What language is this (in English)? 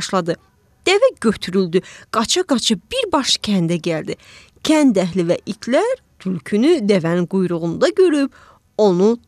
Azerbaijani